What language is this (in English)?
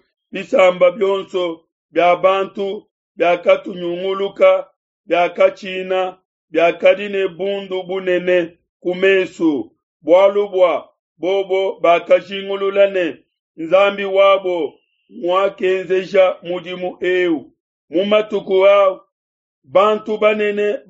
Luba-Lulua